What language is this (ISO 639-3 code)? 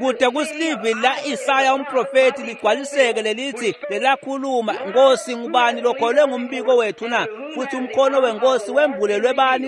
ssw